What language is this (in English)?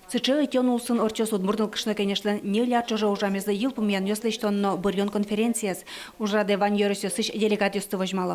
Udmurt